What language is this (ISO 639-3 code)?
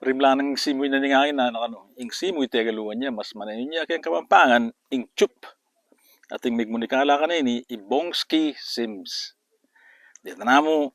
pam